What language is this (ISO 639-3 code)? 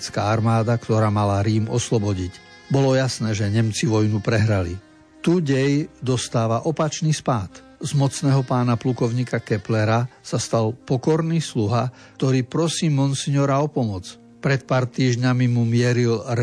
slk